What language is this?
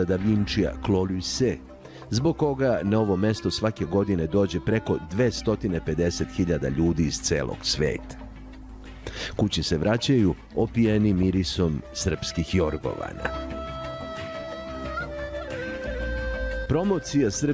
Serbian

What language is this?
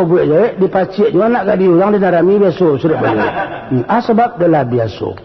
Minangkabau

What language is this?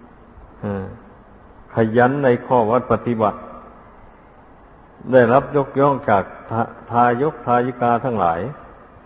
Thai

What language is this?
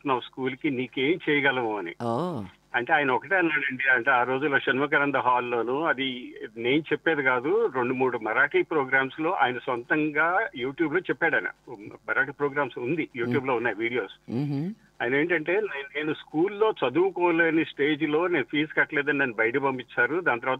Telugu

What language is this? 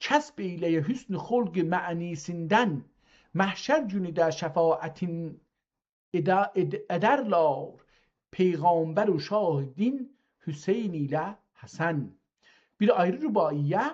South Azerbaijani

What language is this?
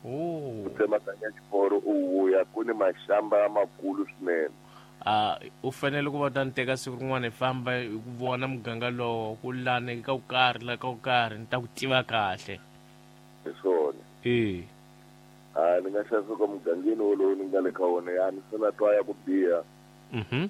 Tsonga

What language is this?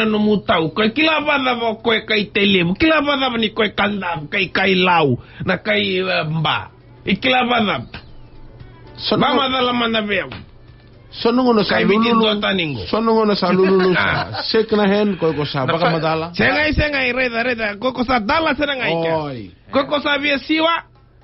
Fijian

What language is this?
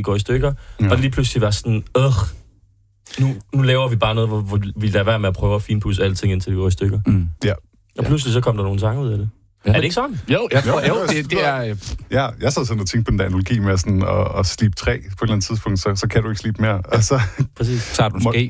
Danish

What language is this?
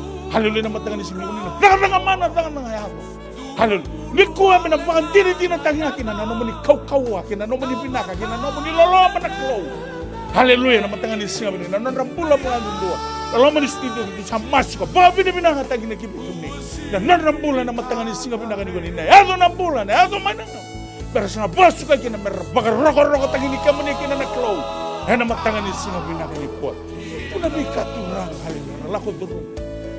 Fijian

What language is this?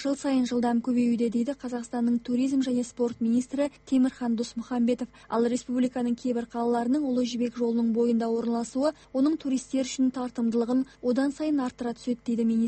Kazakh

